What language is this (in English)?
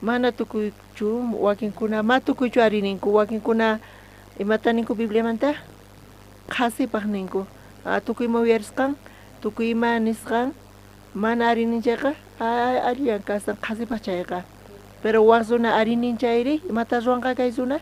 South Bolivian Quechua